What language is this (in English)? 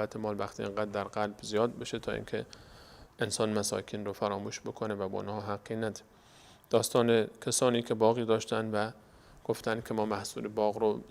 Persian